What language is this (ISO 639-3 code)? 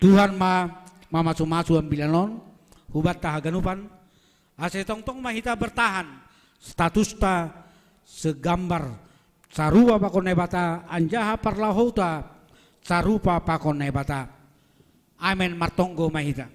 bts